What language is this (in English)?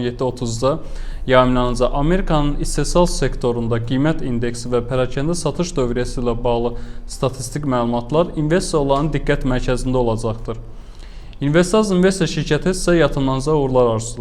Azerbaijani